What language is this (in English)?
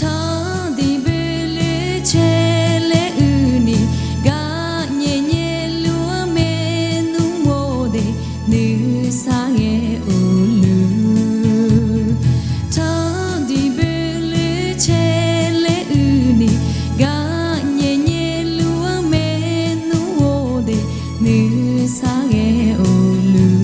Akha